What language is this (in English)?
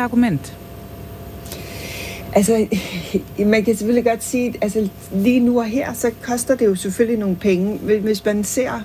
Danish